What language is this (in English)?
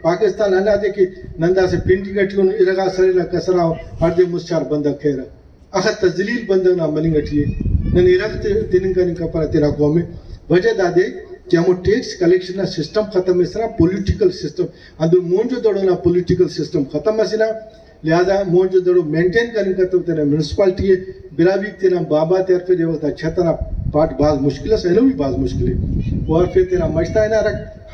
Brahui